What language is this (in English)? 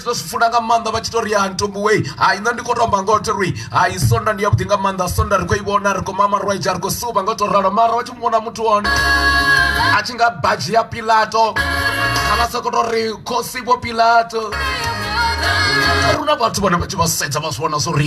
Venda